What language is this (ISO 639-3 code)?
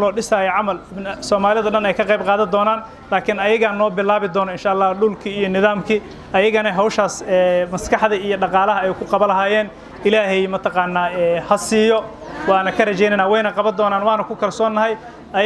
som